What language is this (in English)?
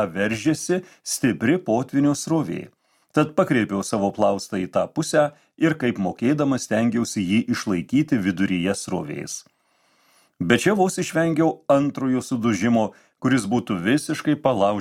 Lithuanian